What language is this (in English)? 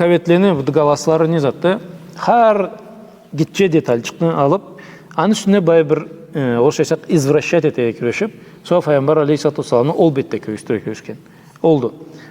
Karachay-Balkar